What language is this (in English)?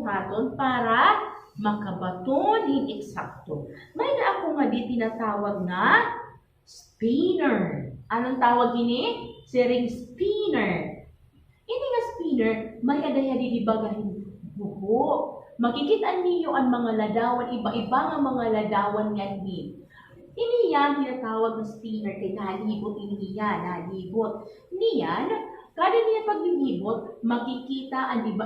Waray